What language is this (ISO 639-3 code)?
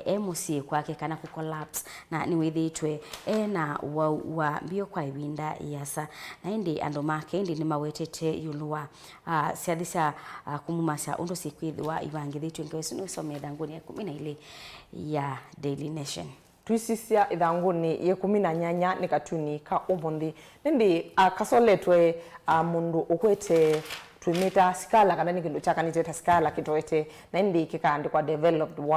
kam